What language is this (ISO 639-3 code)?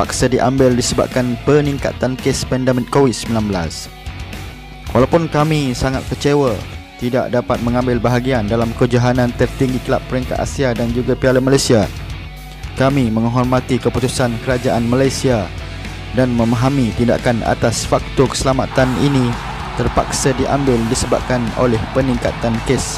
msa